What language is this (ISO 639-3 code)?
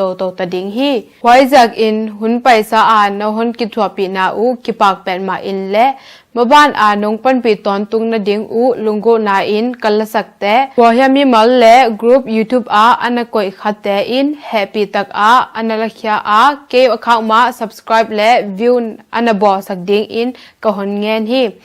ctd